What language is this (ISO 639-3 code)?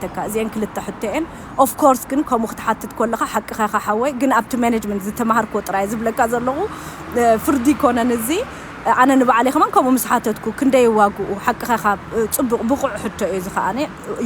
tir